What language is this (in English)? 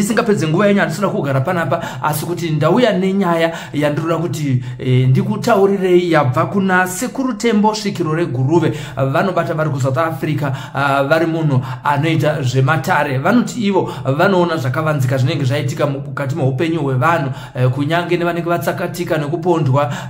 Shona